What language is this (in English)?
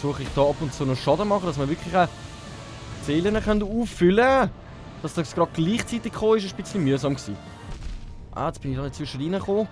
Swiss German